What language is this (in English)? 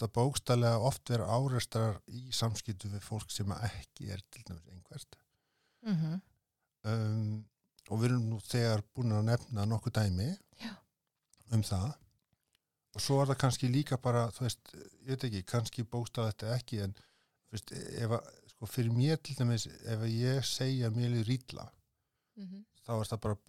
Icelandic